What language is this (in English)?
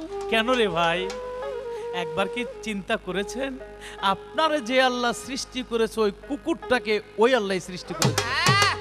Bangla